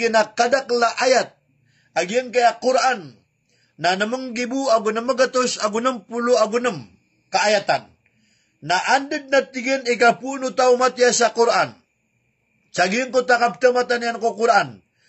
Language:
Maranao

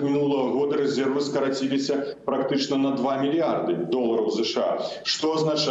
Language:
Belarusian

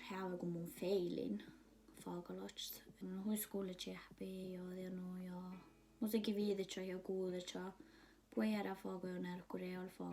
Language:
Northern Sami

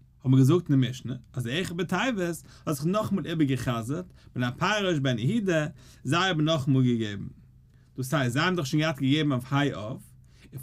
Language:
Yiddish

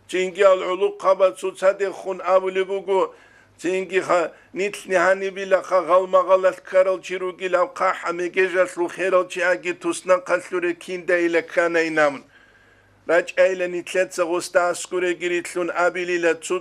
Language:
Avaric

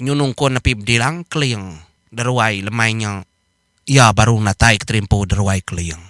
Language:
Iban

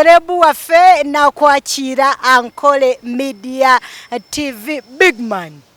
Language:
Nyankole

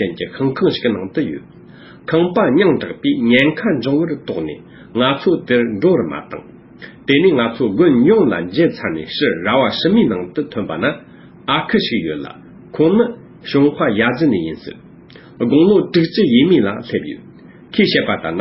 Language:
Tibetan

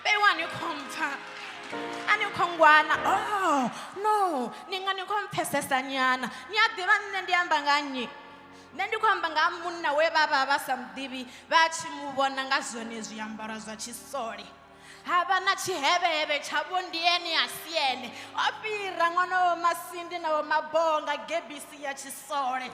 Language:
Venda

